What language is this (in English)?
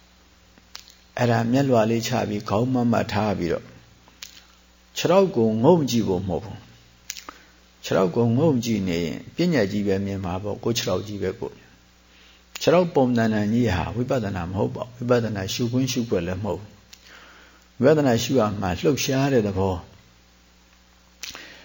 Burmese